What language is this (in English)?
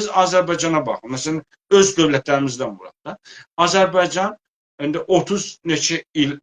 South Azerbaijani